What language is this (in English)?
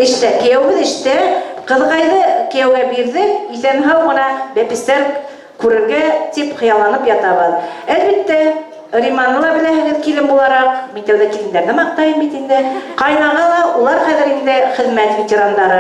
Bashkir